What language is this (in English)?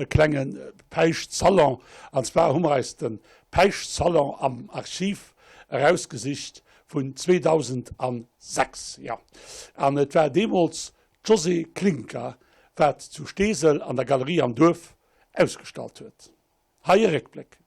Luxembourgish